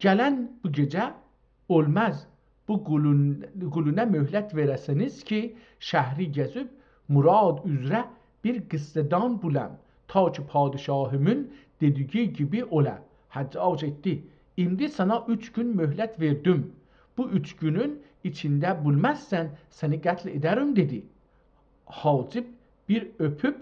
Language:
South Azerbaijani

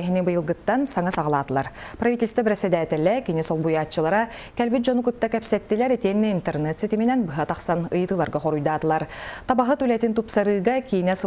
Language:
Yakut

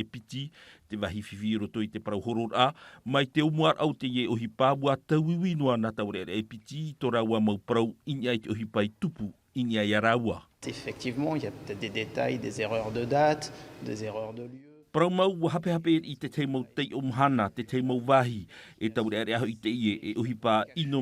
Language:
Tahitian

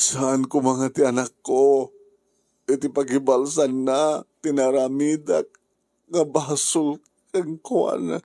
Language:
Iloko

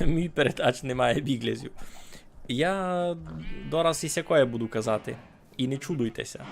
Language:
Rusyn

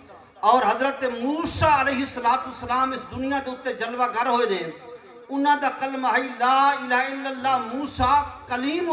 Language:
Saraiki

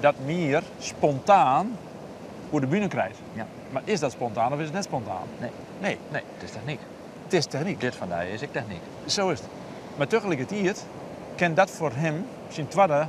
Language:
Western Frisian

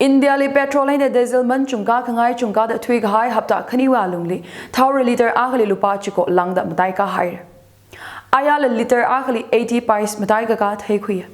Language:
Tangkhul Naga (India)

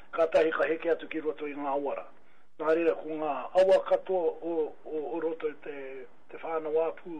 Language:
Māori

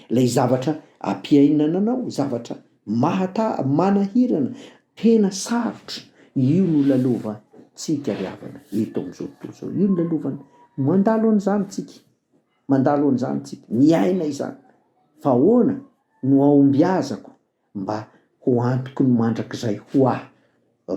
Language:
Malagasy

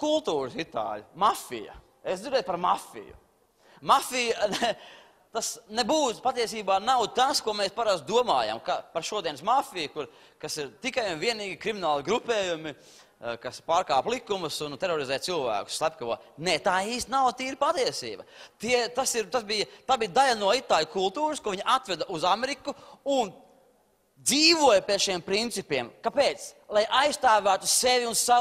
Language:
Latvian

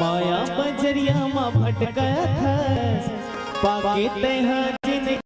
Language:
Chhattisgarhi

